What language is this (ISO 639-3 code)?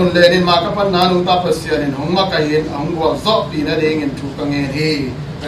ctd